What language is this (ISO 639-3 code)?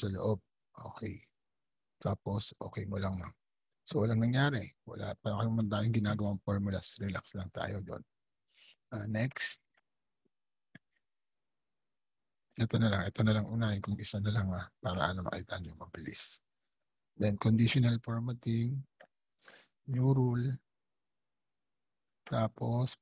fil